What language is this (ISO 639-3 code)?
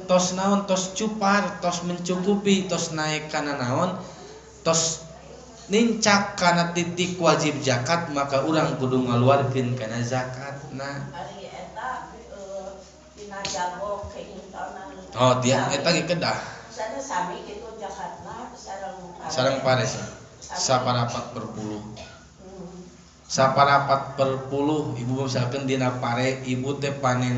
sun